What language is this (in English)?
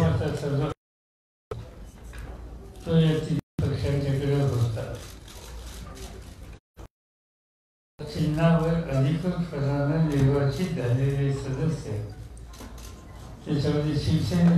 Marathi